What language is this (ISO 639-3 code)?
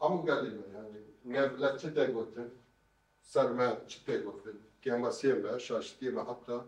kur